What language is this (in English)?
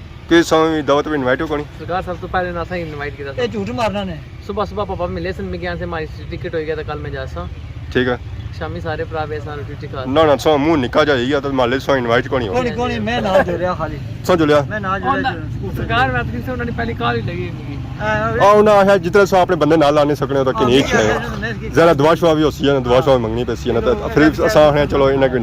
Pahari-Potwari